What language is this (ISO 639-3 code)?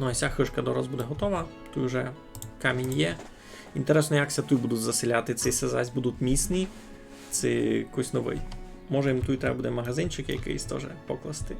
rue